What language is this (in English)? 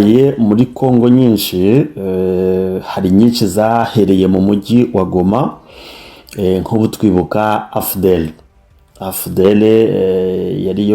Kinyarwanda